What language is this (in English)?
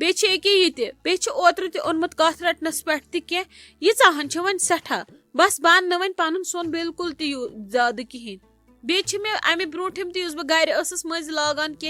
Kashmiri